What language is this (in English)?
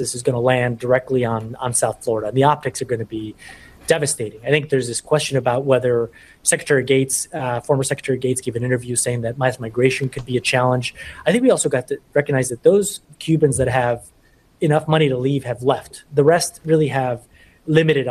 English